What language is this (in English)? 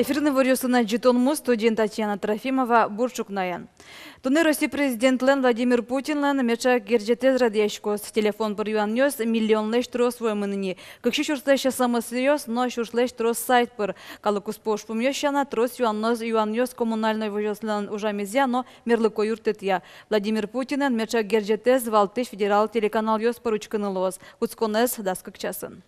Udmurt